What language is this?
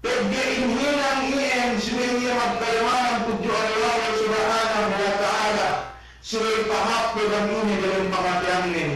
Yakan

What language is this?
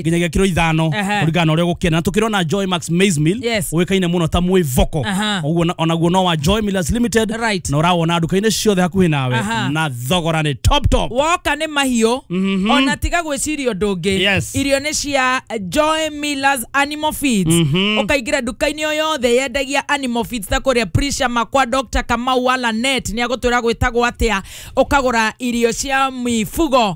Kikuyu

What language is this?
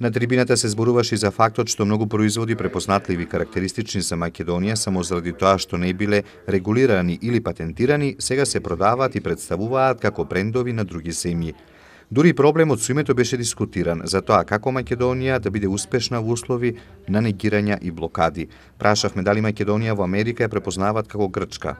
Macedonian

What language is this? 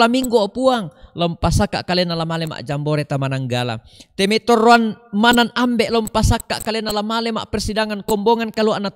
Toraja-Sa'dan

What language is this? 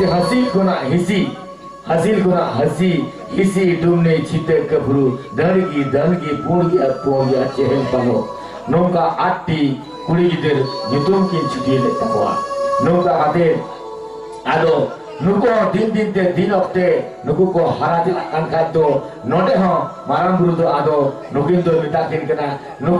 Santali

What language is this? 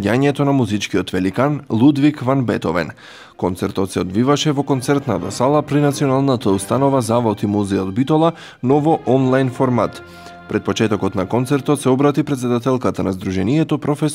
Macedonian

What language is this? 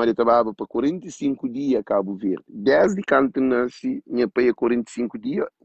Kabuverdianu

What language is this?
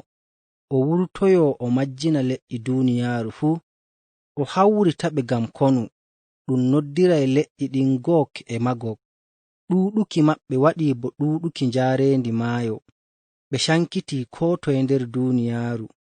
Fula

